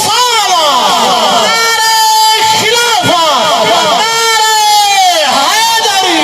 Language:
Saraiki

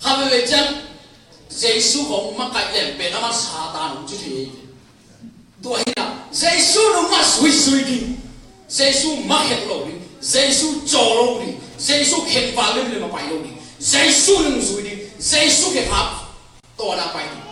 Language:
Tedim Chin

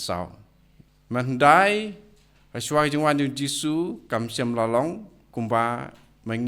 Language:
Khasi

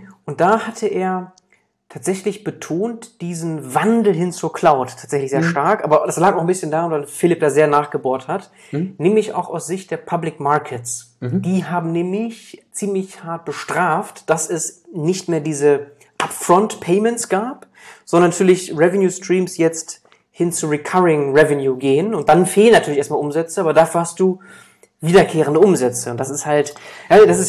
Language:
German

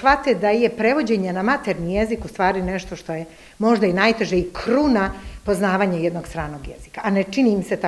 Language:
Serbian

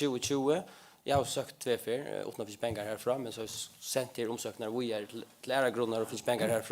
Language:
Faroese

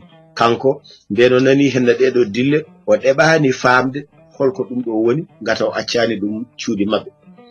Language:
Fula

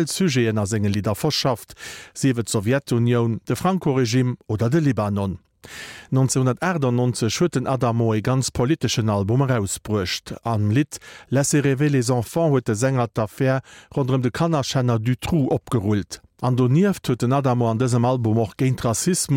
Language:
Luxembourgish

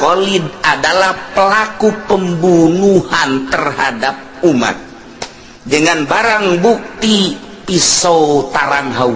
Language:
Sundanese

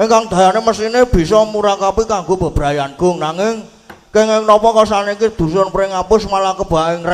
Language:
Javanese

